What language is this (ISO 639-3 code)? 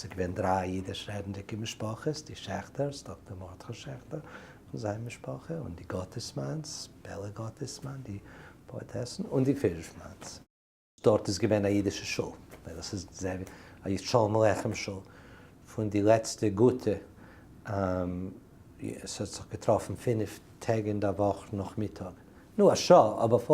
yid